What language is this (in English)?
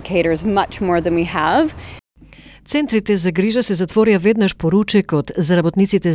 Macedonian